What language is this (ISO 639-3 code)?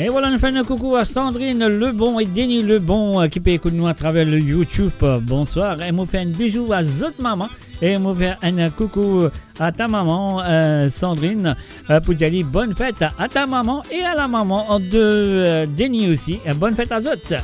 mfe